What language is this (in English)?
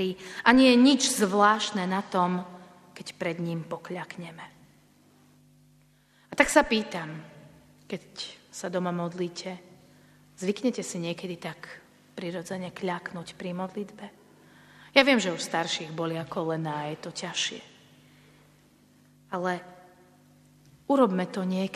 Slovak